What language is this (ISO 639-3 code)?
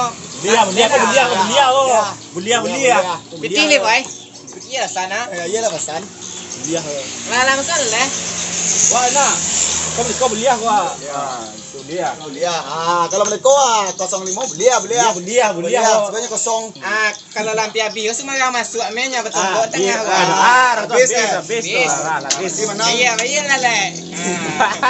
min